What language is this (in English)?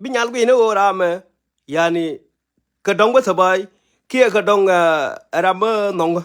Nuer